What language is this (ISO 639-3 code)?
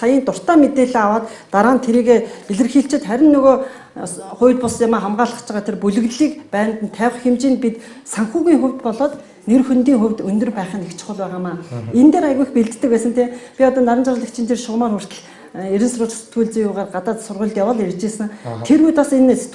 mon